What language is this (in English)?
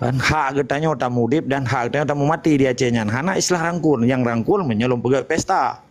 Achinese